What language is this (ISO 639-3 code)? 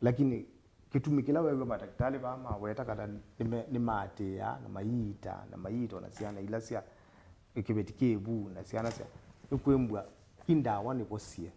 kam